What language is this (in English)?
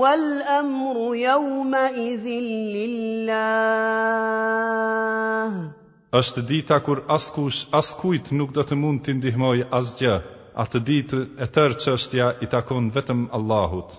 Albanian